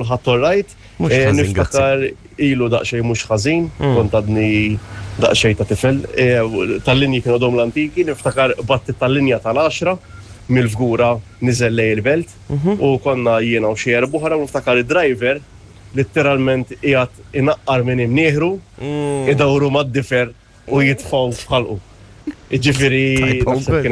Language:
Maltese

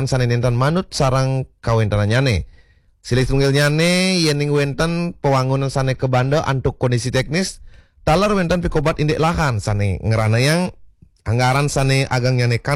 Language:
Balinese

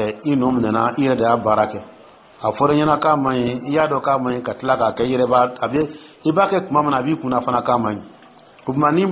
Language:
Dyula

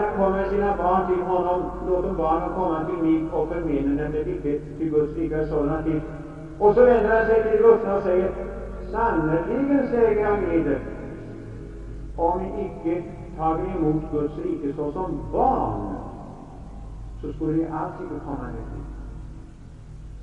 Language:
Swedish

